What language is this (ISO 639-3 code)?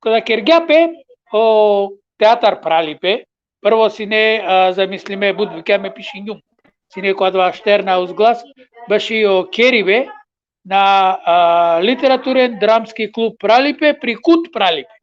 rmn